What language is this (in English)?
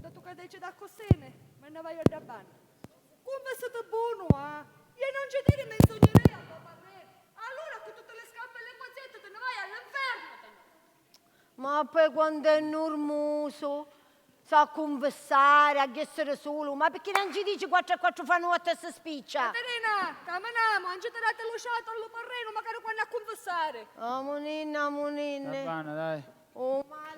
Sicilian